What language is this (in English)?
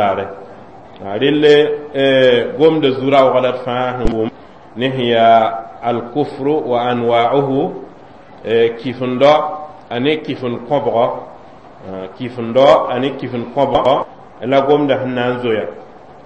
Mossi